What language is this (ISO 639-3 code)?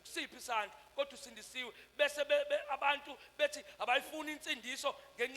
zul